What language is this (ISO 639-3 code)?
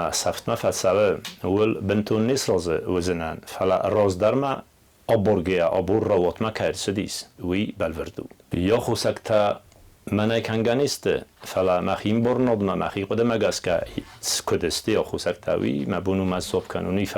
oss